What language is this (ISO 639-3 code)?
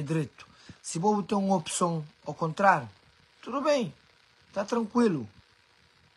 kea